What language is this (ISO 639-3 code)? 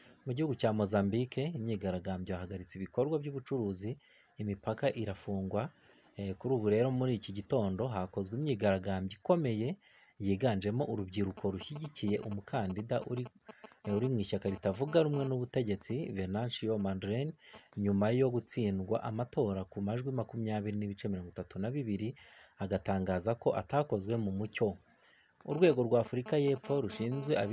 kin